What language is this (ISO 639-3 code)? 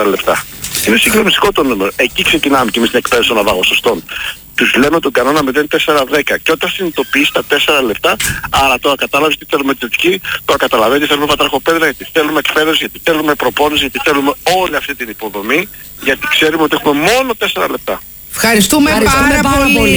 ell